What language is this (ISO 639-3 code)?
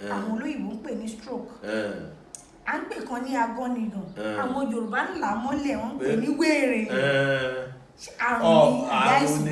yor